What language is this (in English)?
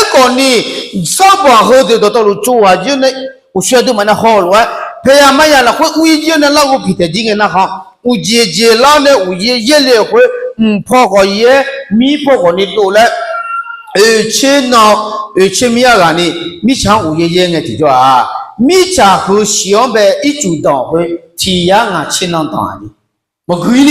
Akha